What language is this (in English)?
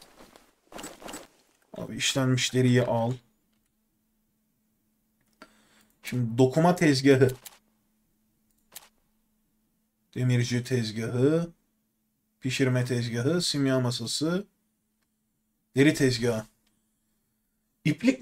Turkish